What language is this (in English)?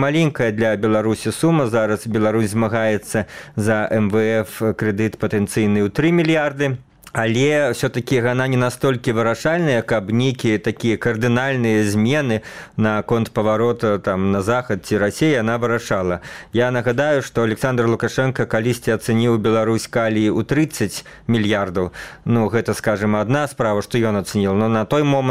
Belarusian